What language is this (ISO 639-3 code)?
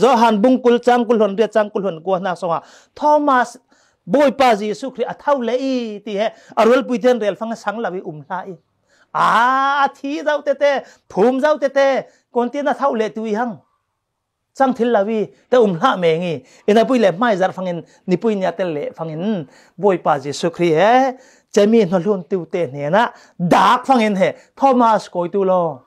cfm